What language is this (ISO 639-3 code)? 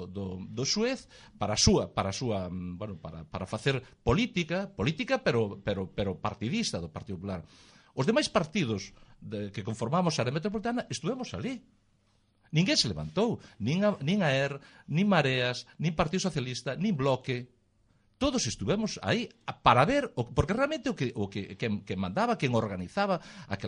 glg